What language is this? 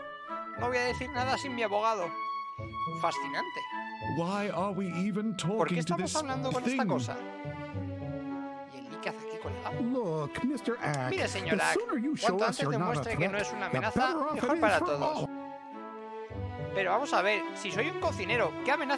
Spanish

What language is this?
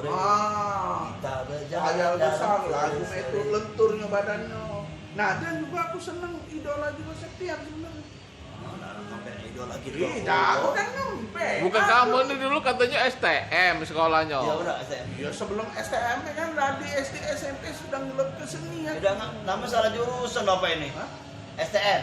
Musi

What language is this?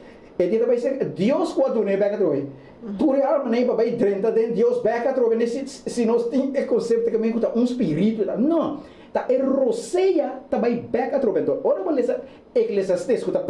Papiamento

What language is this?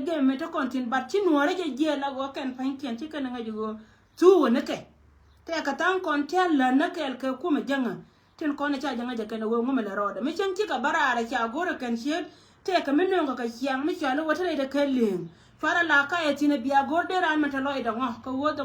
Nuer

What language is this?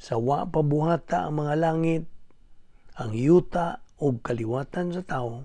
Cebuano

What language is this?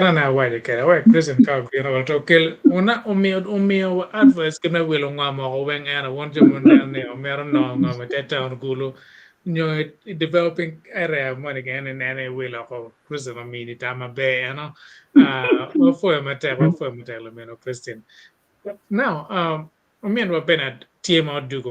Acoli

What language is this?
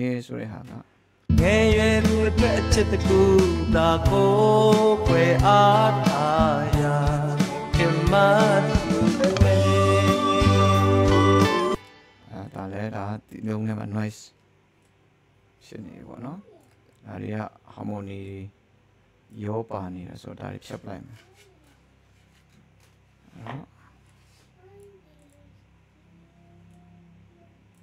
Burmese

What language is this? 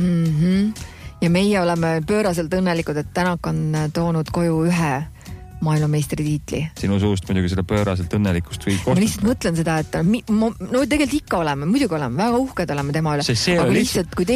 Estonian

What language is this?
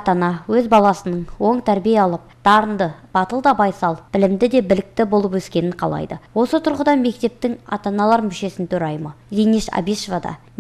Kazakh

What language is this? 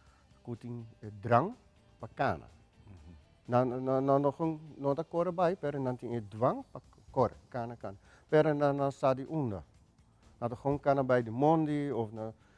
Papiamento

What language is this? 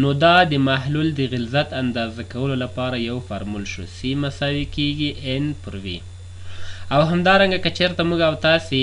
Pashto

